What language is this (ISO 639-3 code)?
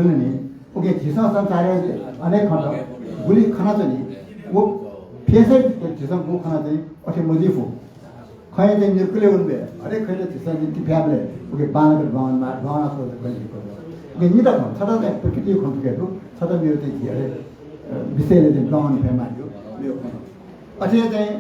new